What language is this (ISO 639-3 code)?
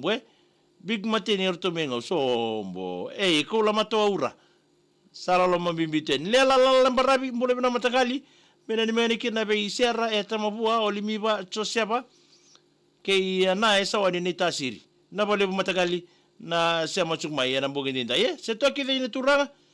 fij